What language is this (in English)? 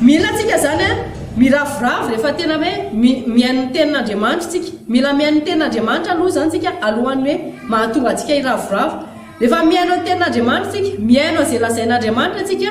Malagasy